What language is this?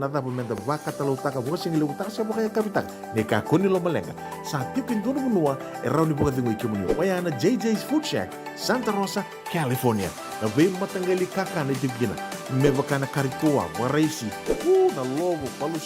Fijian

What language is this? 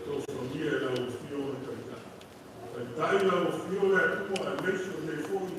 Samoan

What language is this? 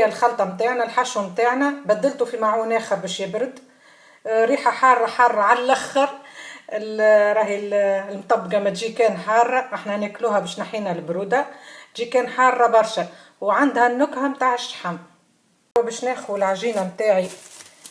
Tunisian Arabic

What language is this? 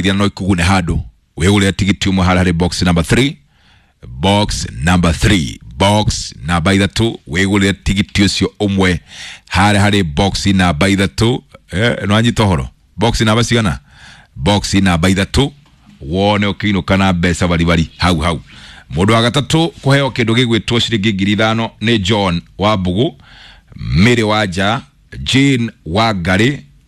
Kikuyu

